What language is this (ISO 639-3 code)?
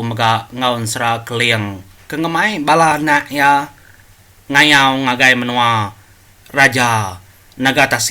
iba